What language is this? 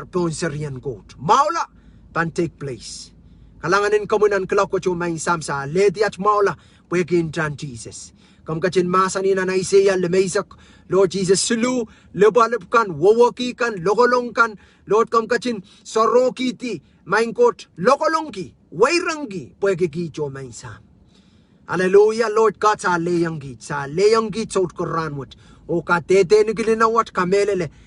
Pohnpeian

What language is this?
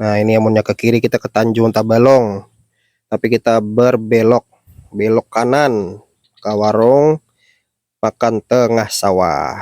Banjar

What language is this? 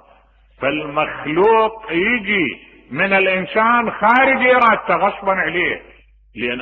Mesopotamian Arabic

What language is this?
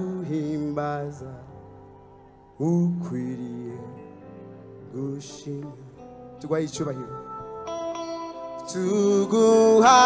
Kinyarwanda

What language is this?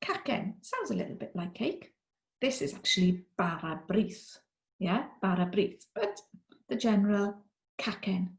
Welsh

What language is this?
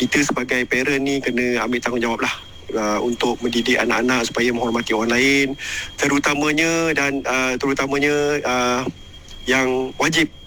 Malay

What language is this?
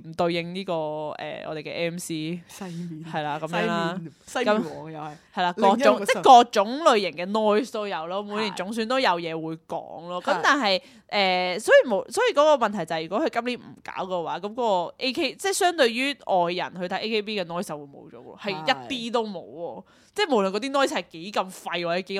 Cantonese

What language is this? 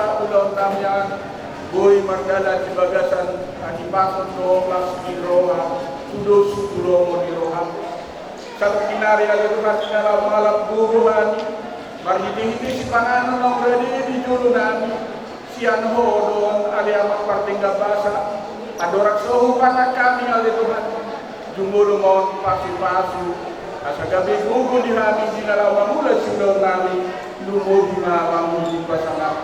Batak Toba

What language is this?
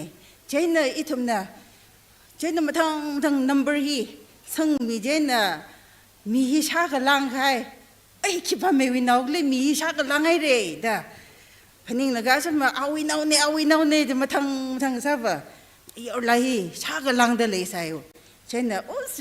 Tangkhul Naga (India)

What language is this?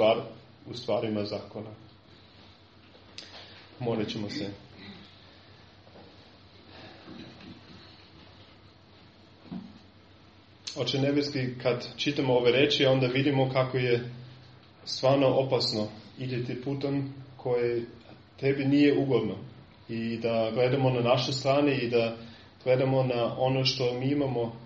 Serbian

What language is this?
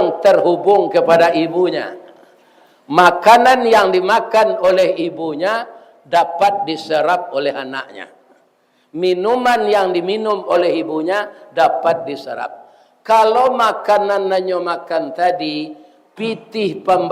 Minangkabau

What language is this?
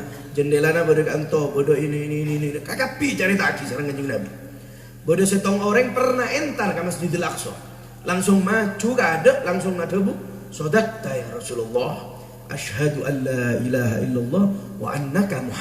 Madurese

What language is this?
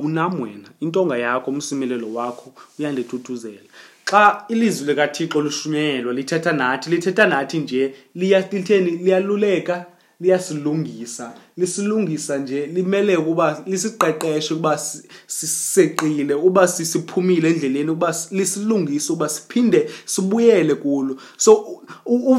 Xhosa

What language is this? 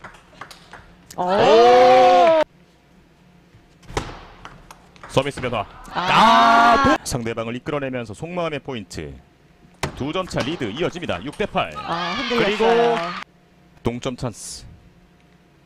Korean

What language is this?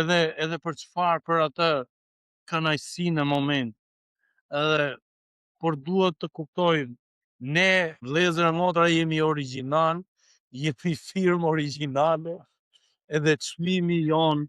Albanian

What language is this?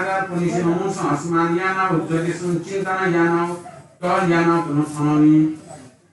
Newari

